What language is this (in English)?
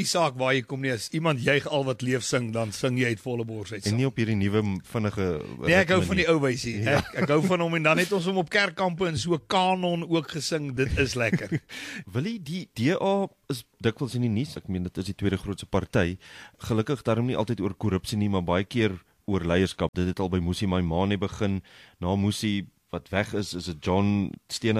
Afrikaans